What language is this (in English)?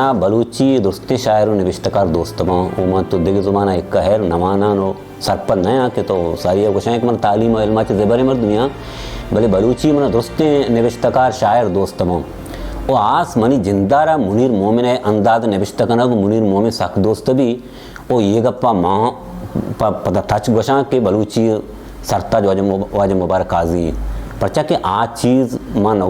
Baluchi